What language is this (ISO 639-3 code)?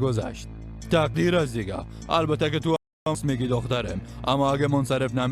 fas